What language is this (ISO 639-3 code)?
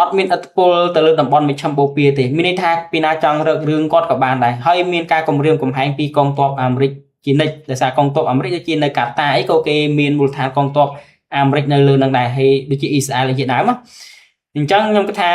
khm